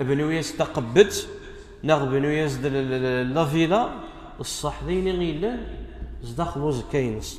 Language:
Kabyle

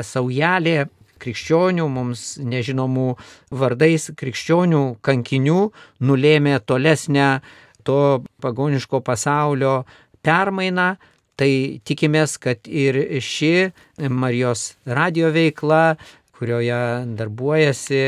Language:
Lithuanian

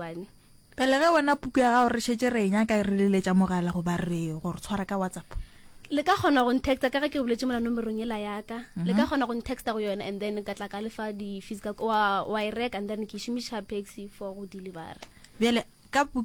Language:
Northern Sotho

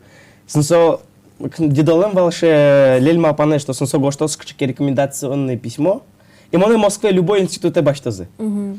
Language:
Udmurt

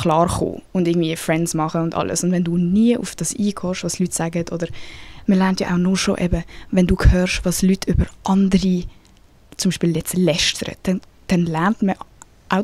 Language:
Swiss German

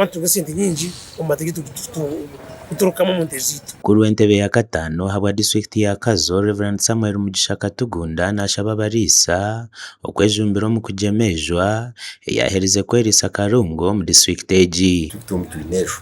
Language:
Nyankole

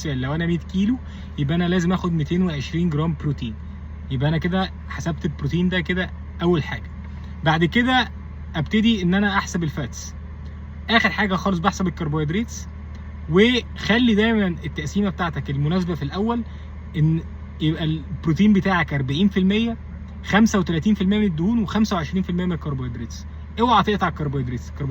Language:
Egyptian Arabic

